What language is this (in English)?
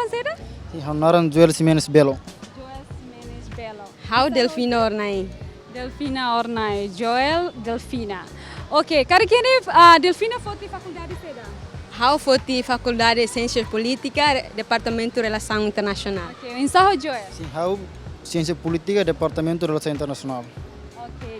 Tetum